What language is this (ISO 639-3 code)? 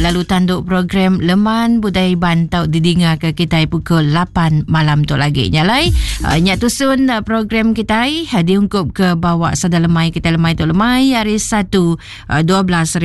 iba